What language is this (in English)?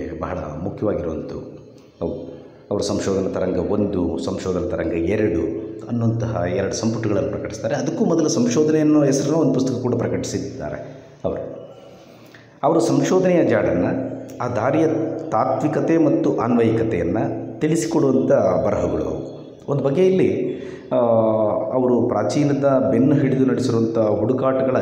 Kannada